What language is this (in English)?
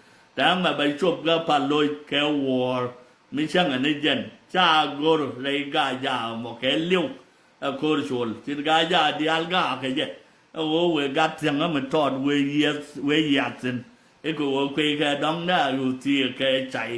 Nuer